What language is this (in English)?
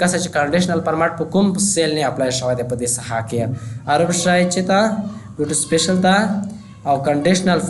Pashto